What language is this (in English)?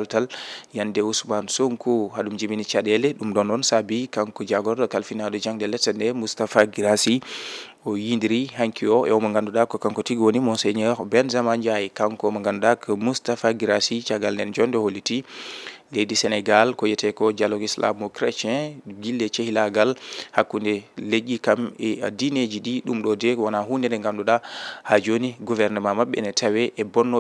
Fula